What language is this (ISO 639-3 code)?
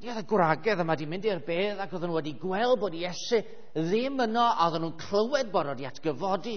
cym